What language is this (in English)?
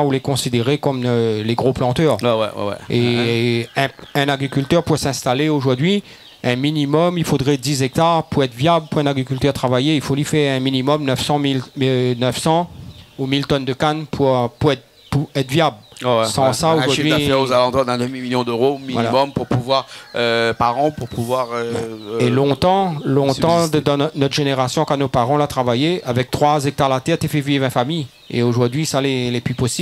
Réunion Creole French